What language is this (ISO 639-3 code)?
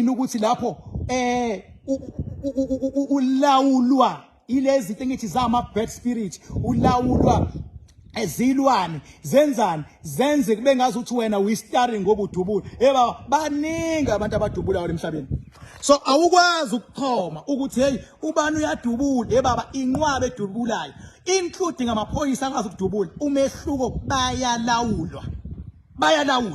zul